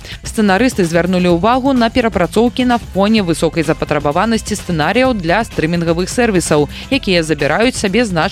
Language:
Belarusian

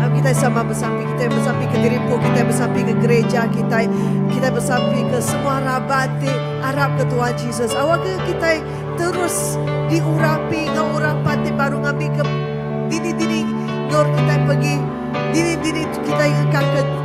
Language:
Iban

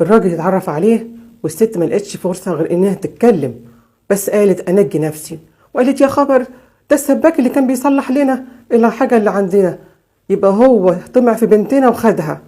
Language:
Egyptian Arabic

